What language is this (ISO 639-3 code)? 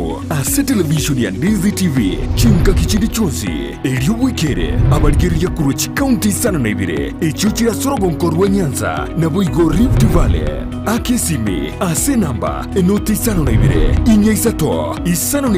guz